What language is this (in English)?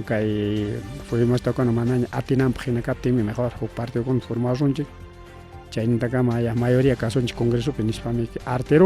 Ayacucho Quechua